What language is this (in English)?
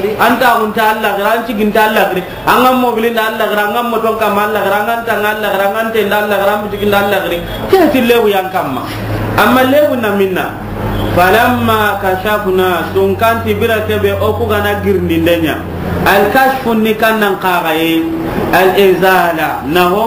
Soninke